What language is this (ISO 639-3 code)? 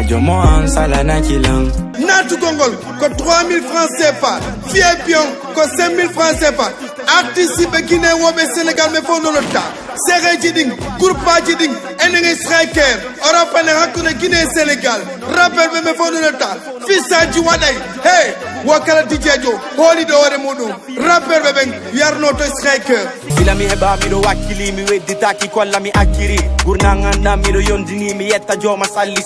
ful